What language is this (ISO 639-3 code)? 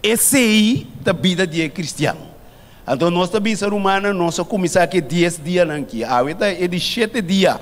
pap